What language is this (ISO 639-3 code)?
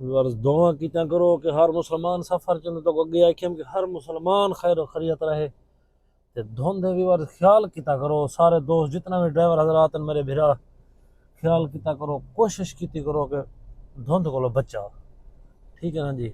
skr